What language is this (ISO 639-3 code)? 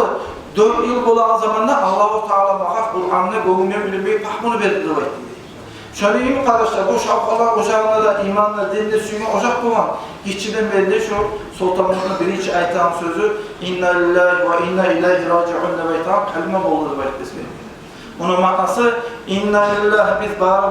kum